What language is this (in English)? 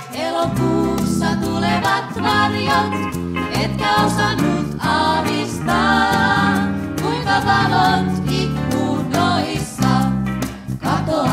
Finnish